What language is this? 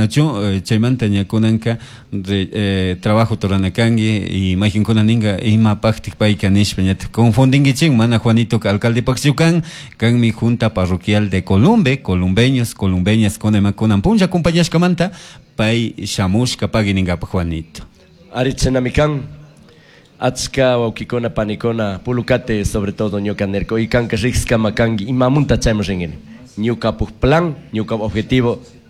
Chimborazo Highland Quichua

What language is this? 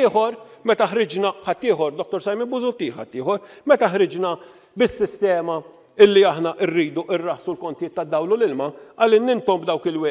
Maltese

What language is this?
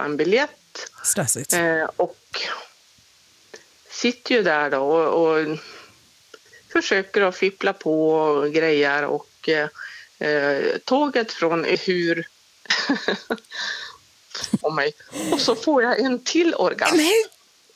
Swedish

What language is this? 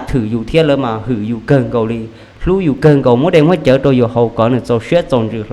Hmong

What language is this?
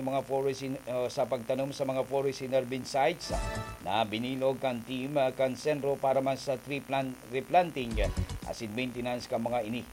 Bikol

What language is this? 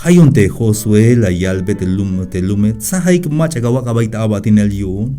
Tzeltal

